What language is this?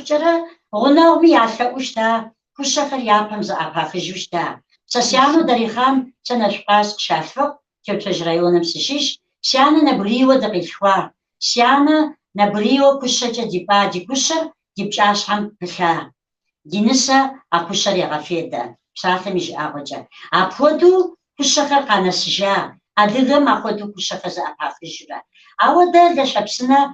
Kabardian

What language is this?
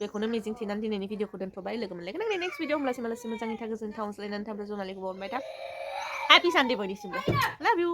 Bodo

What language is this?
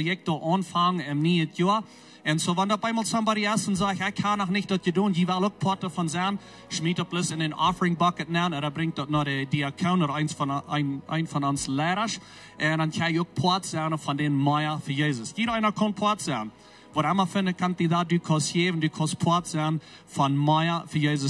Plautdietsch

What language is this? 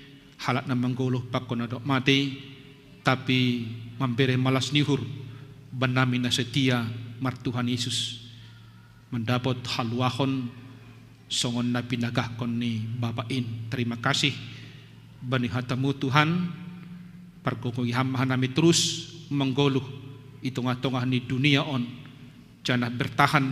Batak Simalungun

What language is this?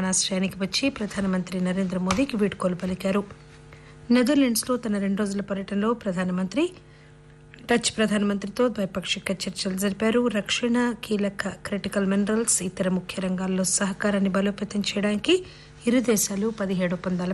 Telugu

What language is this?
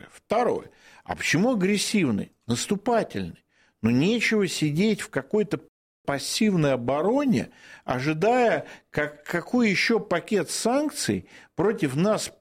Russian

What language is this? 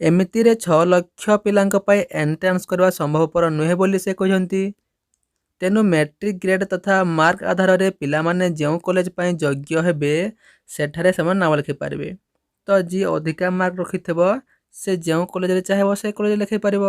Odia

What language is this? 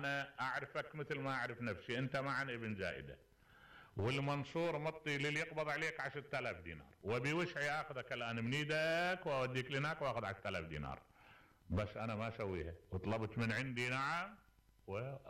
Mesopotamian Arabic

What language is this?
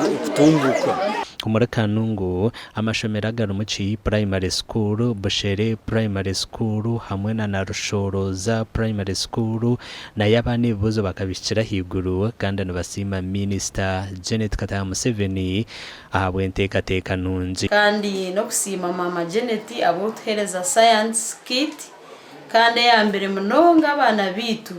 Nyankole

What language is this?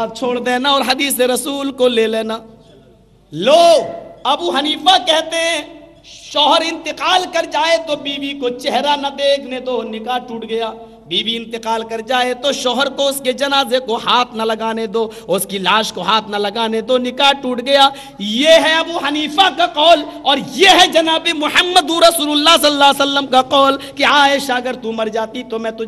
Urdu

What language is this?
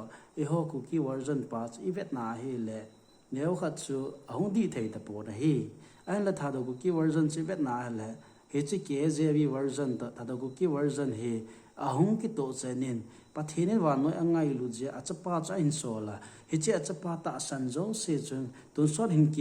Thado Chin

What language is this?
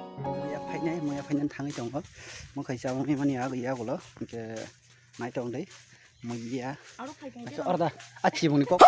Kok Borok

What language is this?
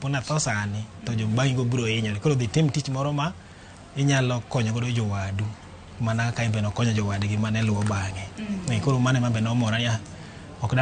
Luo (Kenya and Tanzania)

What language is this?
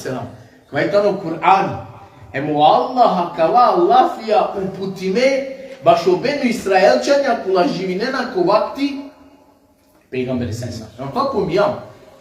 Balkan Romani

